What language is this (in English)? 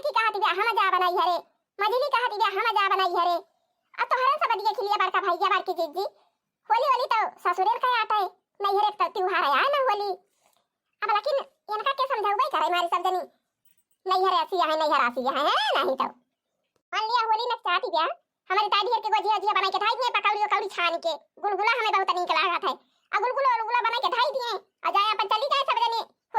Awadhi